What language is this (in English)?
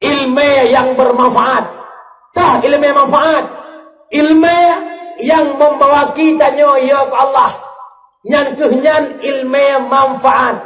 Achinese